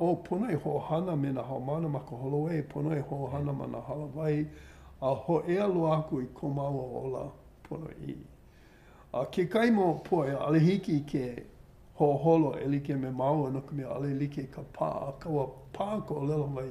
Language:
Hawaiian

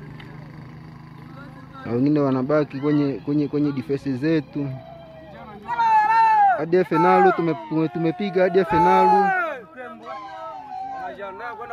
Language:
Swahili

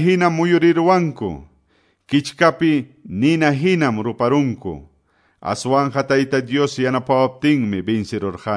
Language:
Quechua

